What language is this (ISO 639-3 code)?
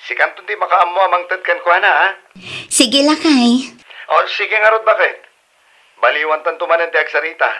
ilo